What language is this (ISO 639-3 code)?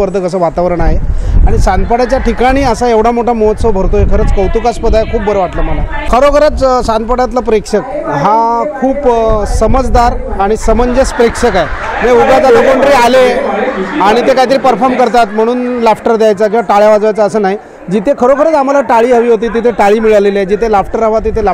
mar